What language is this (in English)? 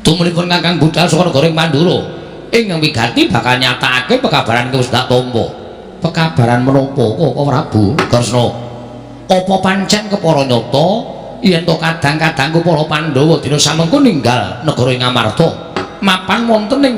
Javanese